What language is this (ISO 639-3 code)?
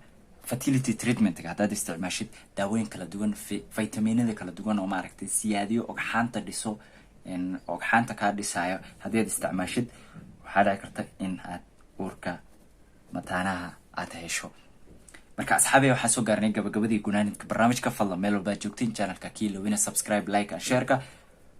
som